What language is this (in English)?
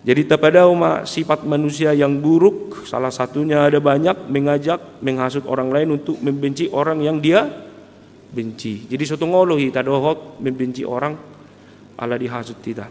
Batak Toba